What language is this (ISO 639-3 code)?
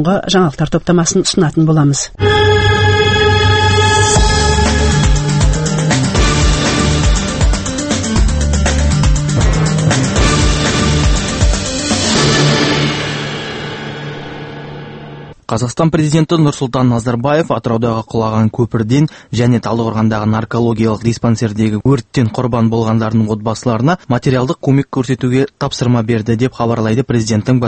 kaz